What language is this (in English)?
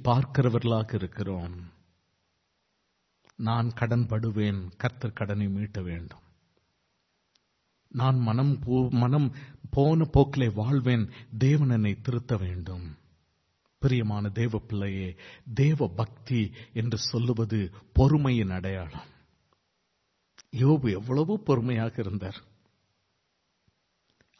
Tamil